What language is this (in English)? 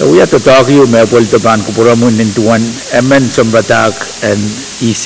Pohnpeian